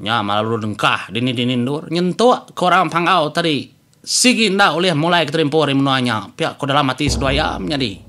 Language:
Iban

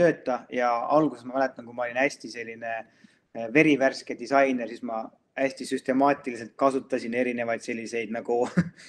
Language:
Estonian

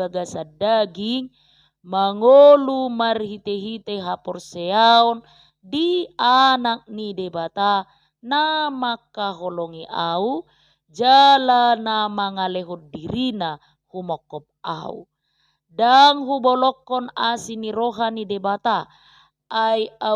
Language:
Batak Toba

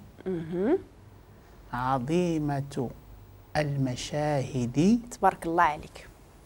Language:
Moroccan Arabic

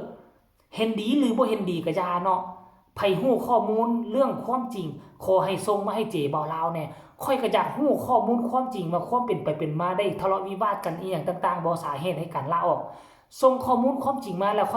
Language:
Northeastern Thai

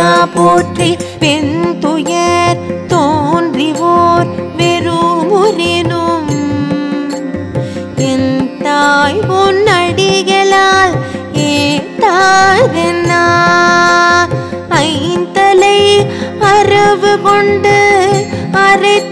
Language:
Tamil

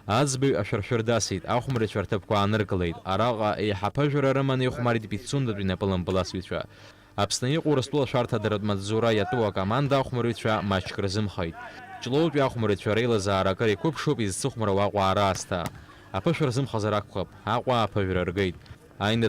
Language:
Abkhazian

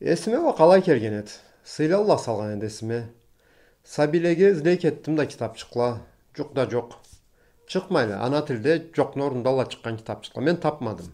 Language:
Karachay-Balkar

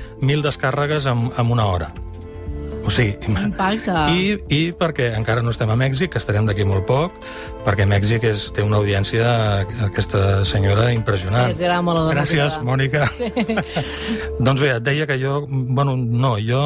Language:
Catalan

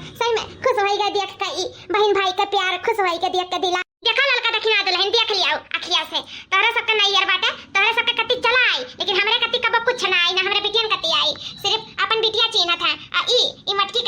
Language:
Awadhi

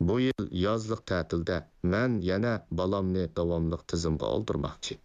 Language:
Uyghur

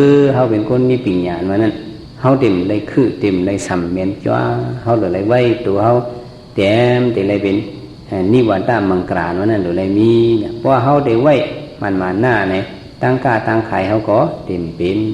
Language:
Shan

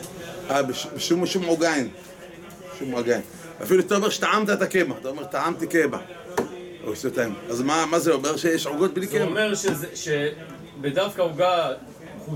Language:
Hebrew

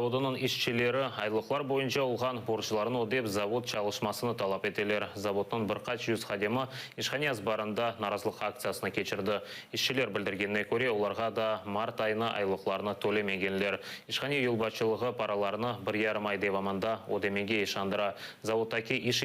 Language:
Crimean Tatar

